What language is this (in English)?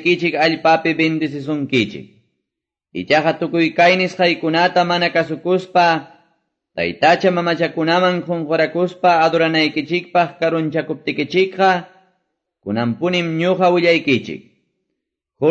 Quechua